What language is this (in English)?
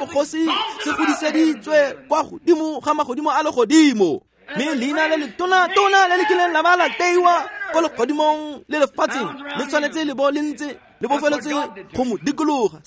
Tswana